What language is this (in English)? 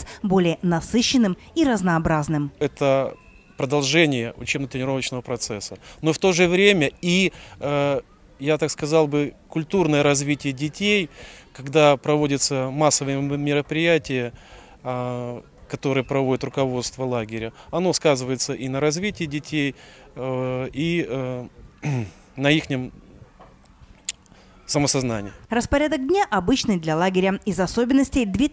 Russian